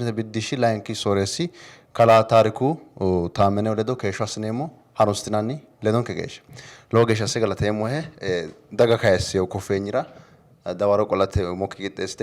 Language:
Sidamo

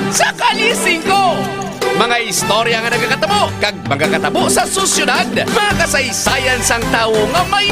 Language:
Hiligaynon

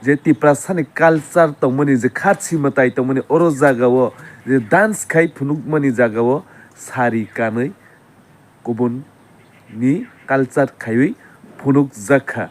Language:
Kok Borok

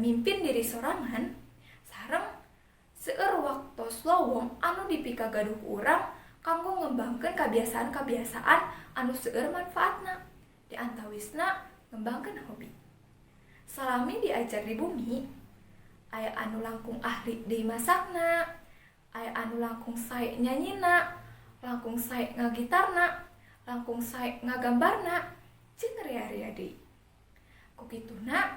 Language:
Sundanese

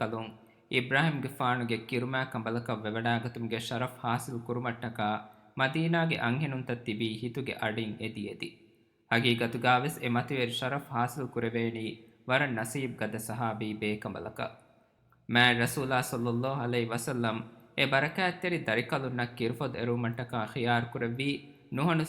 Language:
Divehi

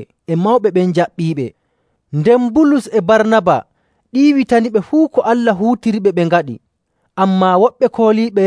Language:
Nigerian Fulfulde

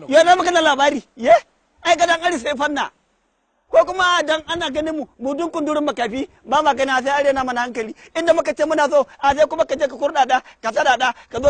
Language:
Hausa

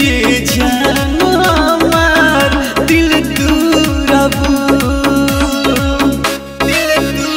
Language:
Bhojpuri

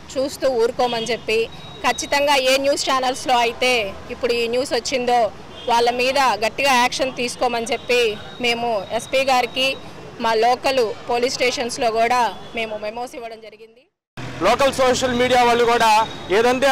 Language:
Telugu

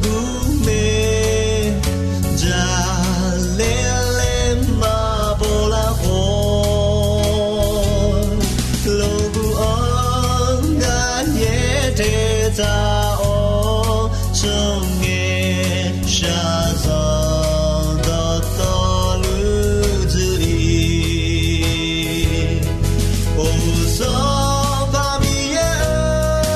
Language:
Akha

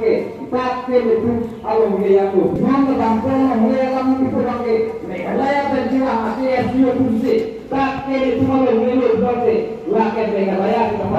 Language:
Karbi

